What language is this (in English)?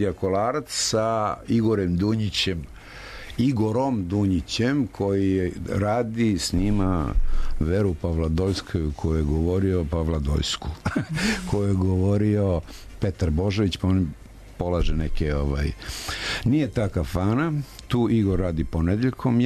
Serbian